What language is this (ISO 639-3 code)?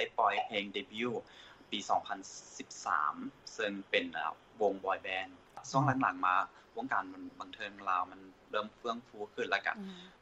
lao